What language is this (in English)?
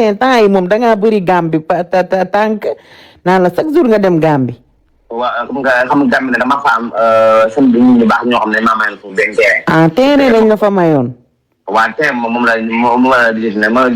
Wolof